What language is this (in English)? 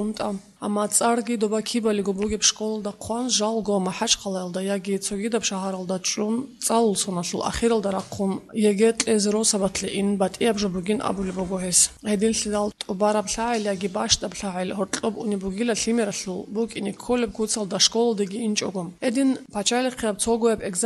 Avaric